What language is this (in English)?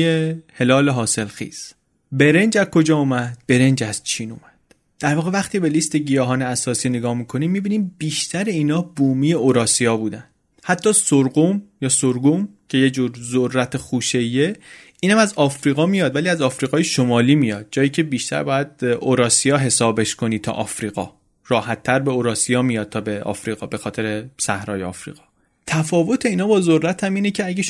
Persian